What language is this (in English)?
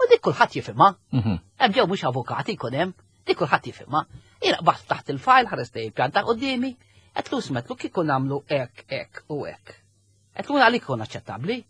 Maltese